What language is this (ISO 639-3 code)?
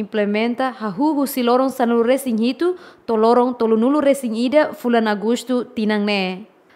tet